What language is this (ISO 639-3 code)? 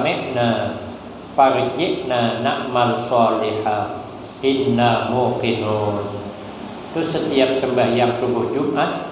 bjn